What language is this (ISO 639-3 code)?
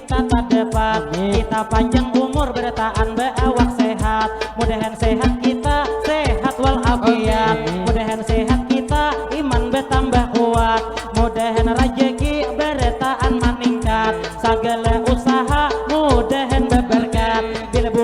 bjn